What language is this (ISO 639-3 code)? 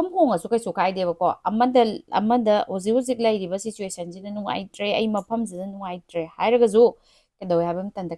mni